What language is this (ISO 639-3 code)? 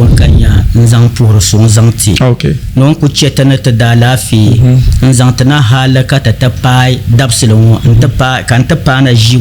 dag